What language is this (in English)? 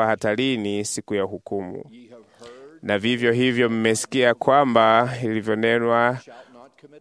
Swahili